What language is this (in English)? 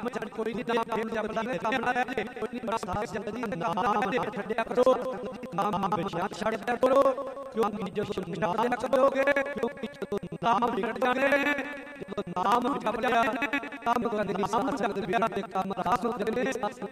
Punjabi